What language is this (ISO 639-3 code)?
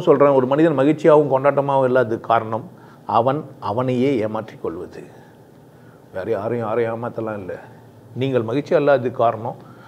tam